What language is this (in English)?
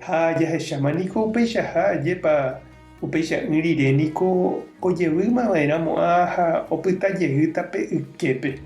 Guarani